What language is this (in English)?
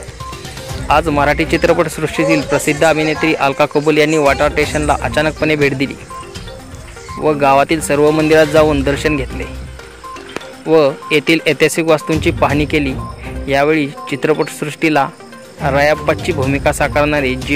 Marathi